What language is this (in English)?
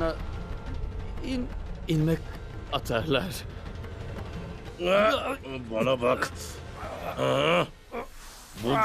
Turkish